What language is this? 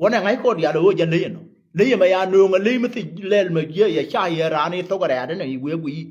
Nuer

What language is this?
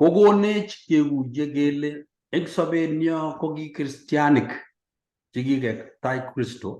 Kalenjin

